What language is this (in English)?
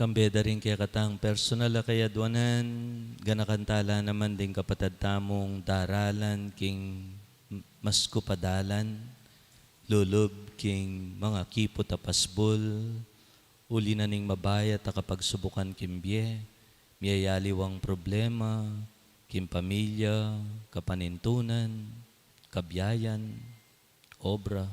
Pampanga